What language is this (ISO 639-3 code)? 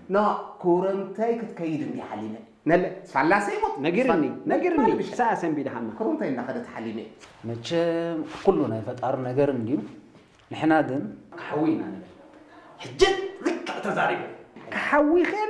tir